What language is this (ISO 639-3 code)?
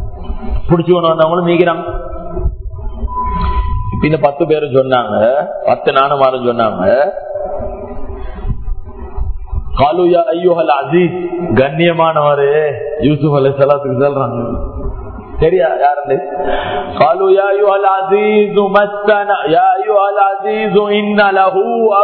tam